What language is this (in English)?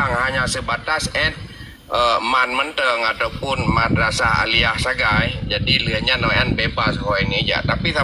Achinese